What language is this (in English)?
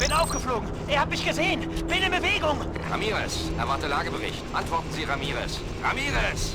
Bavarian